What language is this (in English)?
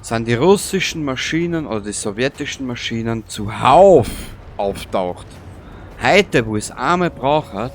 Bavarian